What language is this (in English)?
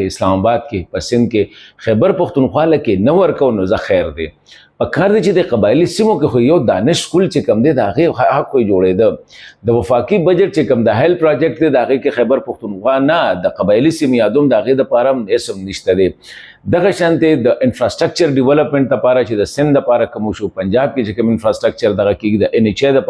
Pashto